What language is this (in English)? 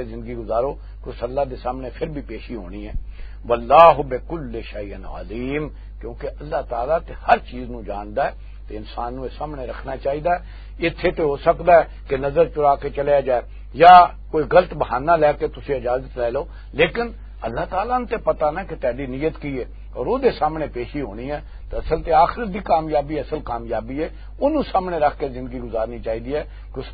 Western Panjabi